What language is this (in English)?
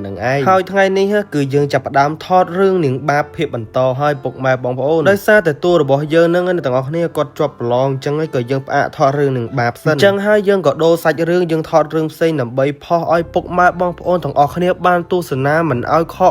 Khmer